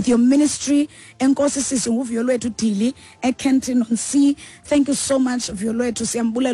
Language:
Xhosa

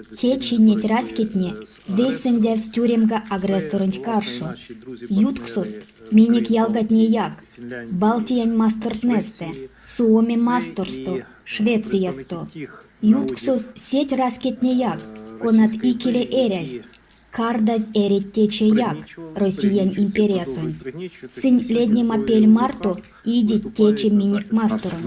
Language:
Erzya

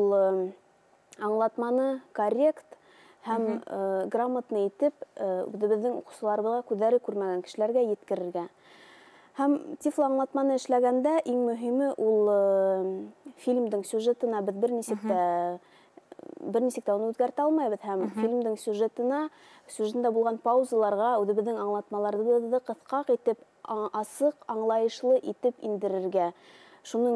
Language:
Bashkir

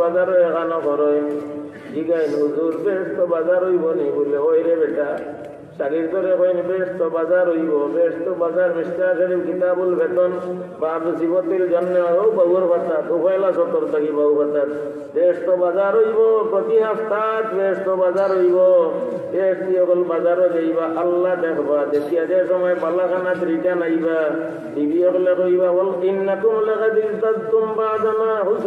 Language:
Sylheti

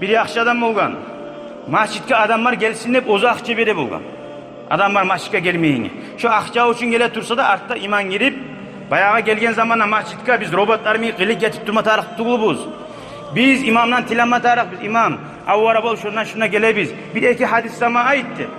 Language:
Kumyk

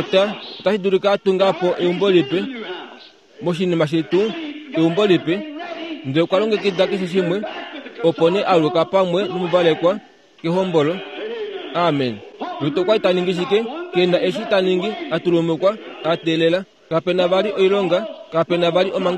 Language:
Kuanyama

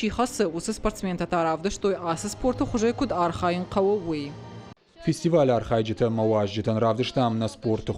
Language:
Ossetic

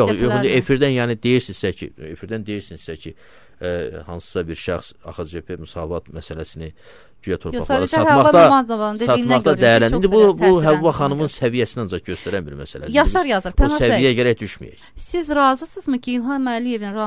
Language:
Azerbaijani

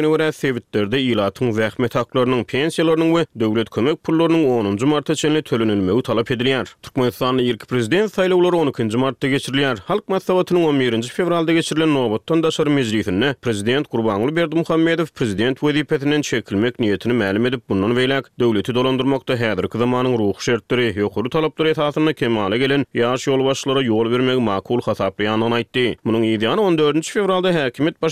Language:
Turkmen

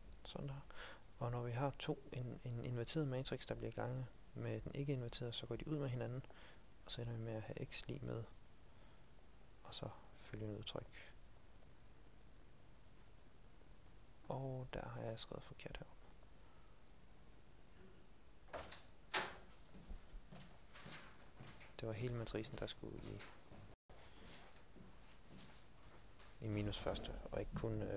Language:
Danish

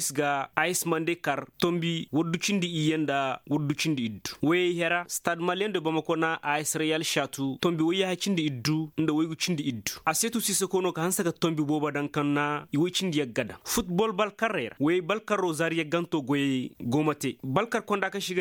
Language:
Koyraboro Senni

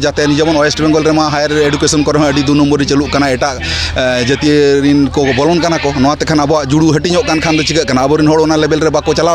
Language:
Santali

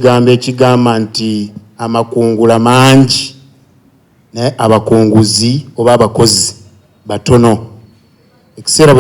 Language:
Ganda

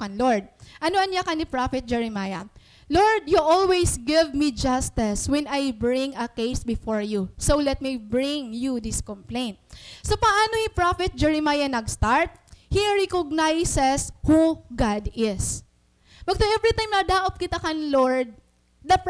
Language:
Waray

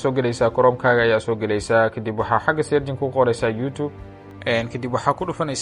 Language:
Somali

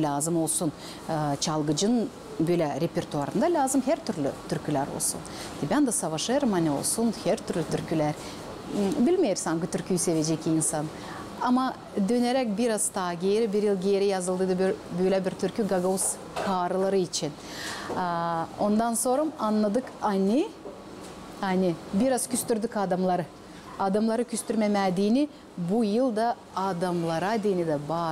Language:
Gagauz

